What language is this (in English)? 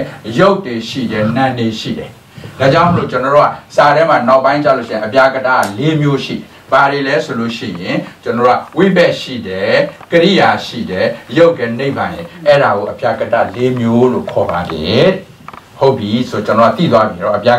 Burmese